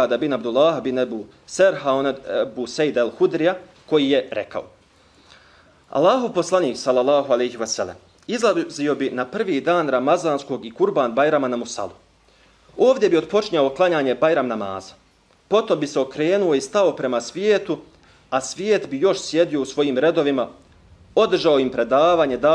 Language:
Bosnian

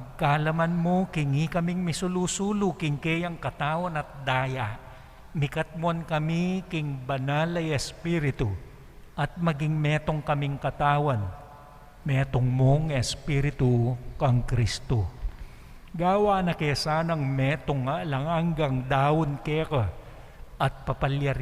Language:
Pampanga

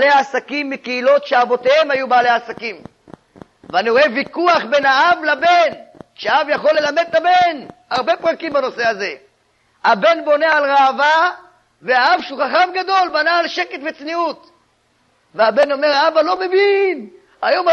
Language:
Hebrew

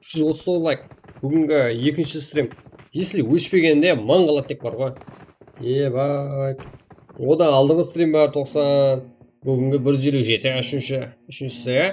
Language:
Kara-Kalpak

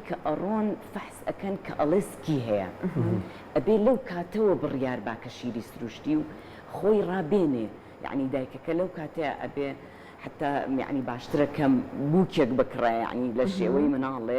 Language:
Central Kurdish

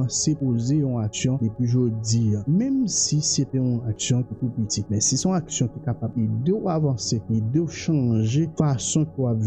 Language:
Haitian Creole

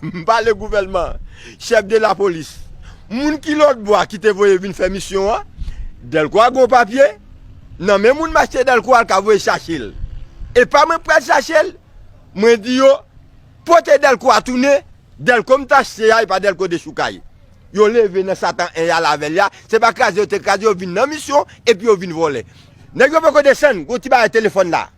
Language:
Haitian Creole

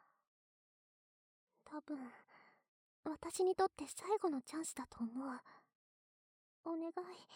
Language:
Japanese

